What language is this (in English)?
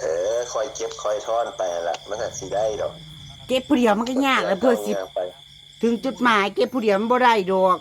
Northeastern Thai